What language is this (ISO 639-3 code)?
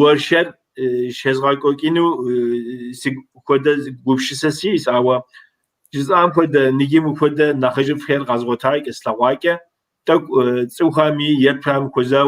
kbd